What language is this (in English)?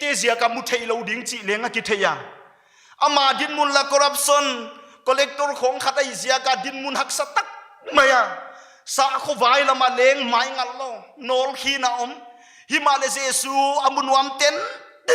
Paite Chin